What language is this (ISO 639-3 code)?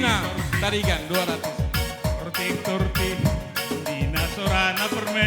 btx